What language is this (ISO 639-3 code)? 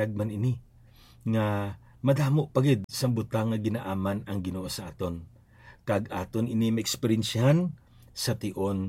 hil